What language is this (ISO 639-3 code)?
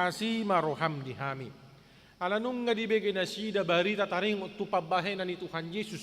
bbc